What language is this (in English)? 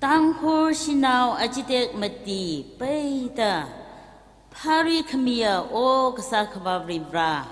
Tangkhul Naga (India)